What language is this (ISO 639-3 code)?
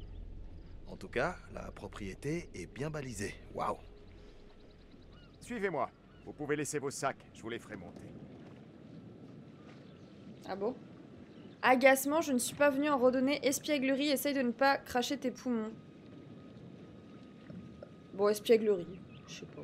fra